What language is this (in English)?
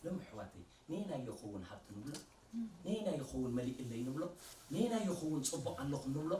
Tigrinya